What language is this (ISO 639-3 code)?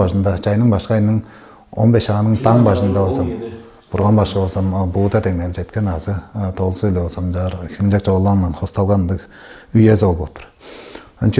tyv